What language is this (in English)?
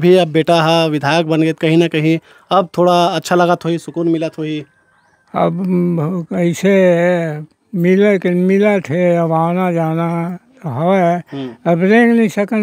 Chhattisgarhi